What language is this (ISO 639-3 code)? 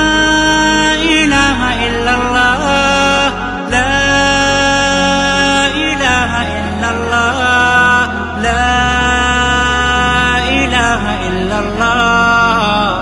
ara